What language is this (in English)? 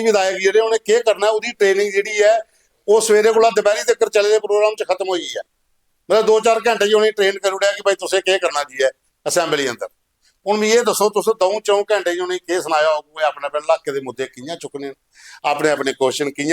Dogri